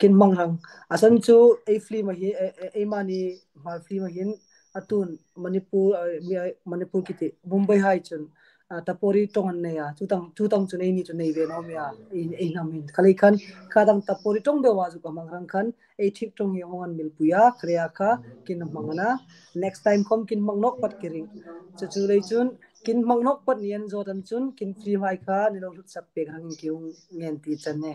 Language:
Hmar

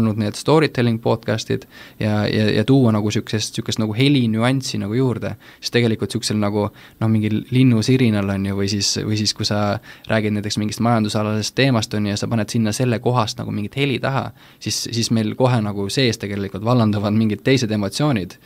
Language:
Estonian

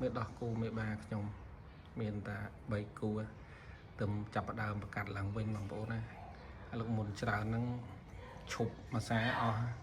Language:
Khmer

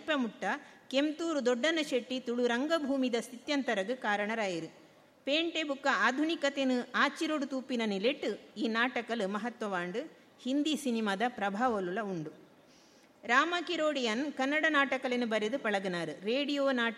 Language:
Tulu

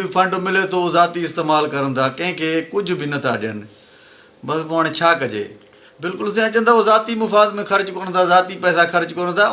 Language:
Sindhi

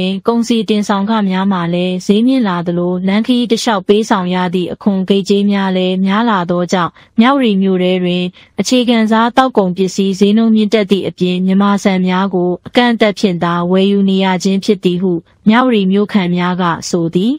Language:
Burmese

